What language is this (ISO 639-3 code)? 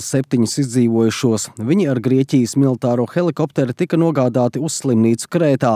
lav